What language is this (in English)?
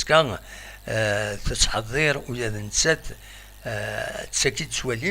Kabyle